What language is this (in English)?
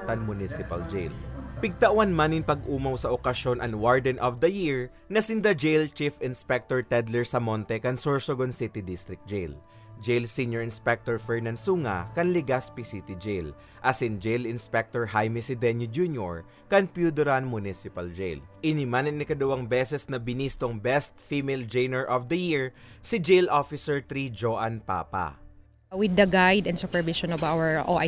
Bikol